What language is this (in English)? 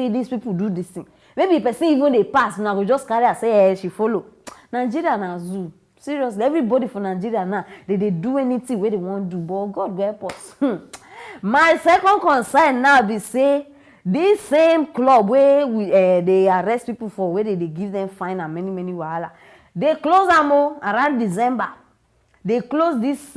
Nigerian Pidgin